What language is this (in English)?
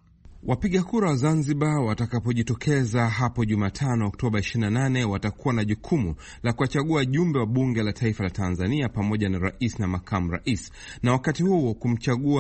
Swahili